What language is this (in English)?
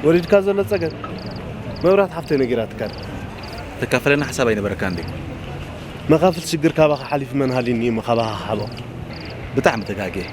Tigrinya